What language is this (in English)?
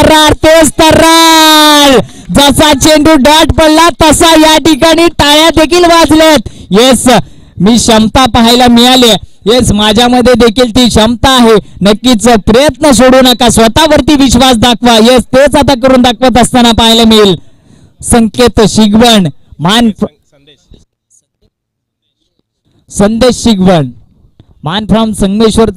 Marathi